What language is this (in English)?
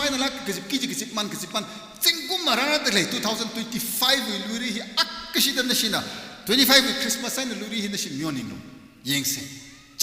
Tangkhul Naga (India)